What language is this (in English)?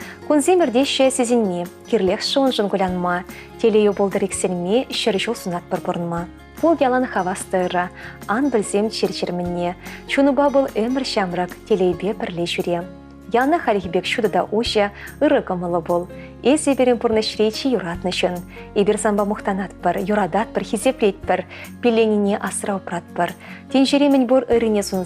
Chuvash